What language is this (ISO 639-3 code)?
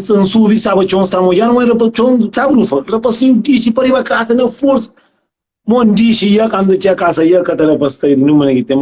kea